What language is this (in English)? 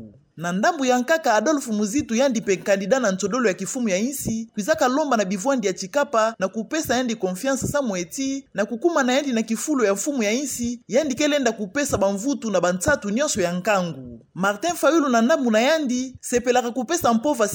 Kituba (Democratic Republic of Congo)